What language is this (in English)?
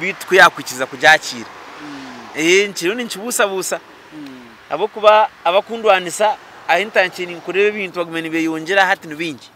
Nyankole